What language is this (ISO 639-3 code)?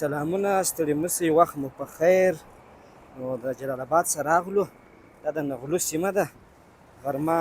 pus